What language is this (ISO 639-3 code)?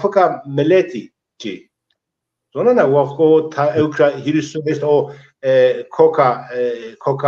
zza